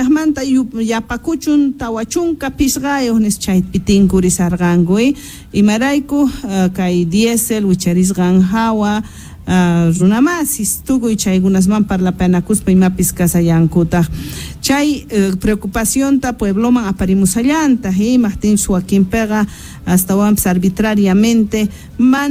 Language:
South Bolivian Quechua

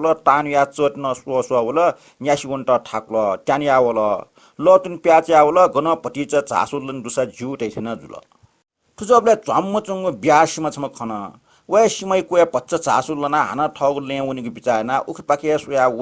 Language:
Newari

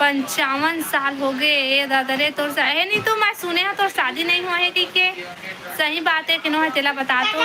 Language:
Chhattisgarhi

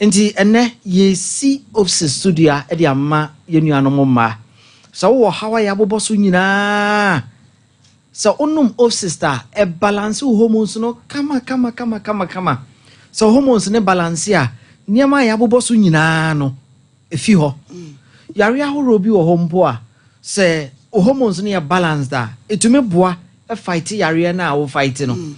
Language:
Akan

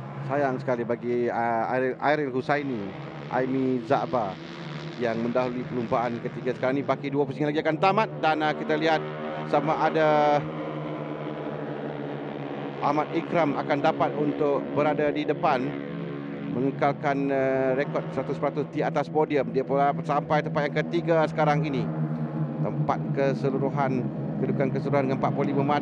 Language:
Malay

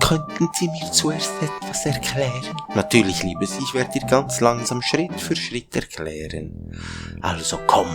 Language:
Swiss German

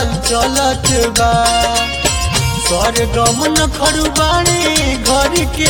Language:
Bhojpuri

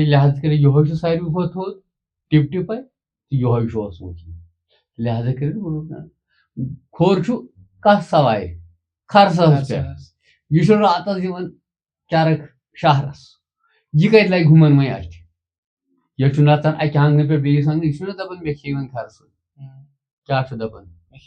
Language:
Kashmiri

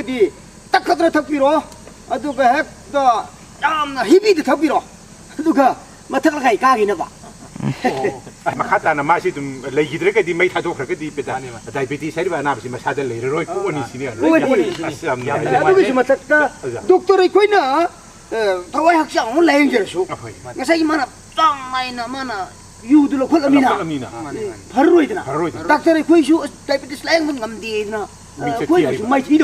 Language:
Manipuri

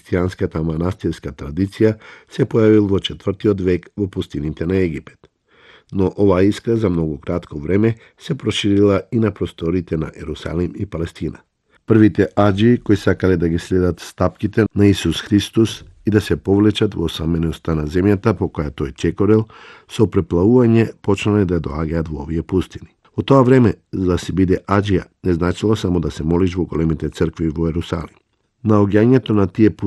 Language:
Macedonian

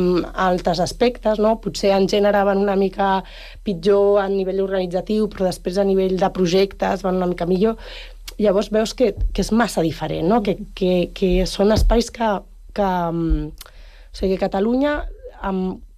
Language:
Catalan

